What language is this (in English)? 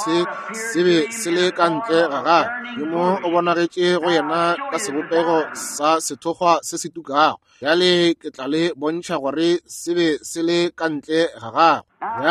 Northern Sotho